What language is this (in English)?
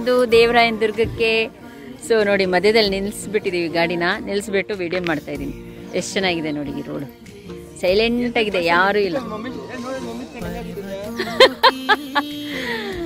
Kannada